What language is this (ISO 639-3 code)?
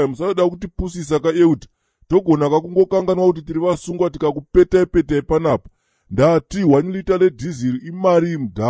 sna